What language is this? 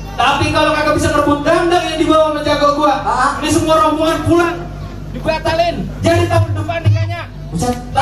Betawi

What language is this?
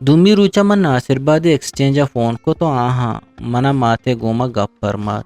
Eastern Balochi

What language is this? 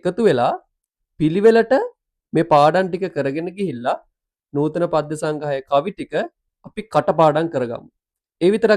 Sinhala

